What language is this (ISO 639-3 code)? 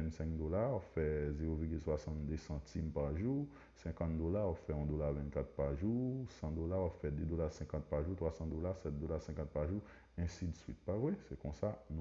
hat